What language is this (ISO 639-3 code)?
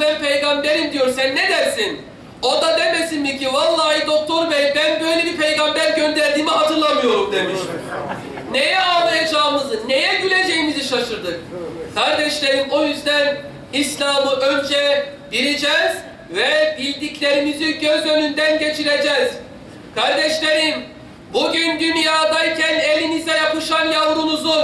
tur